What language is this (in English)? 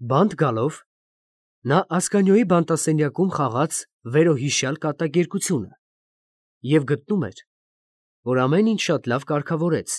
Armenian